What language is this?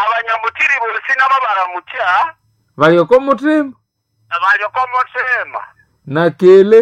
Nande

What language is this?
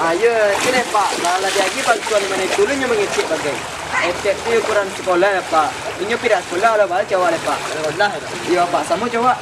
Minangkabau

